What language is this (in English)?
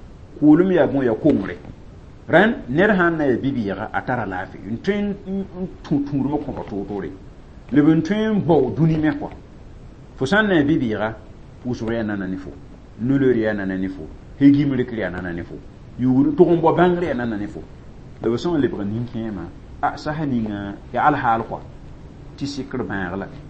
Mossi